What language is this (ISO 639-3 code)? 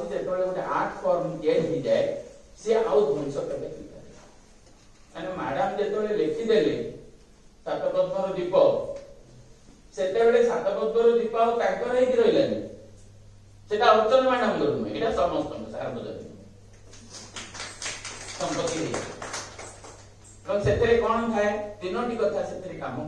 ori